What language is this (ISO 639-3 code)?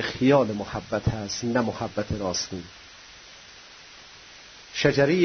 fas